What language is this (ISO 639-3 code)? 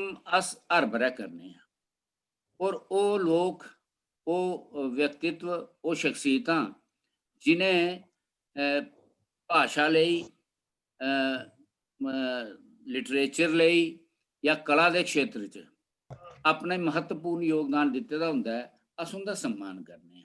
doi